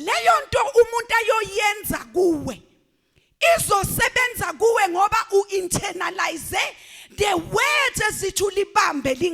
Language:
Zulu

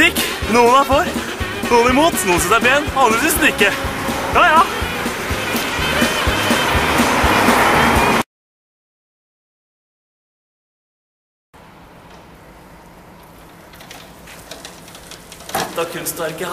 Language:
Norwegian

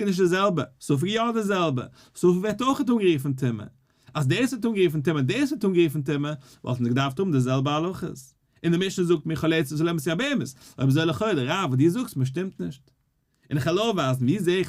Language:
Yiddish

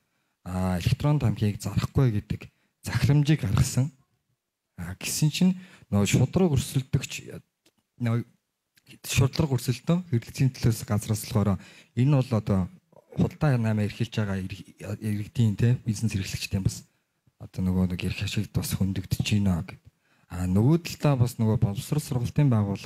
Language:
Mongolian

